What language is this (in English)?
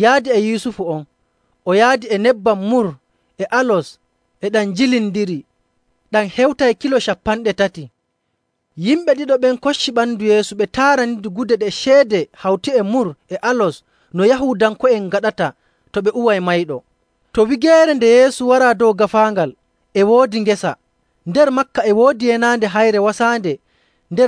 Nigerian Fulfulde